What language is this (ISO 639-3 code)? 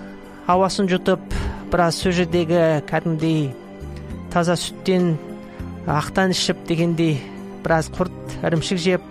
kaz